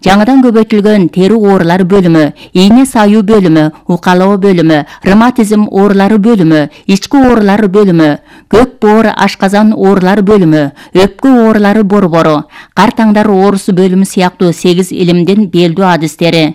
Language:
Kyrgyz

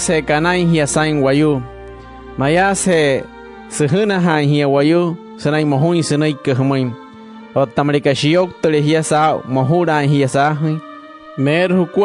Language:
Wayuu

